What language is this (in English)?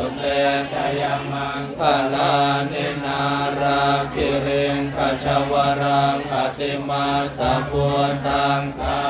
Pali